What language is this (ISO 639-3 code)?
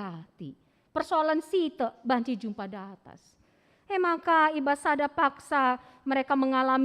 btx